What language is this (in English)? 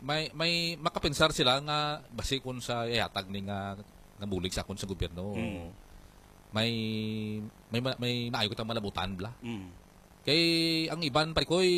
Hiligaynon